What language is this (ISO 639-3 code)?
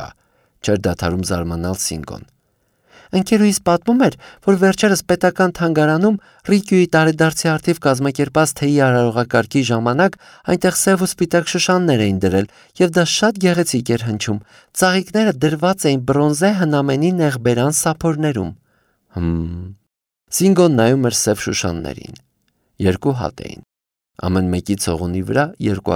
hye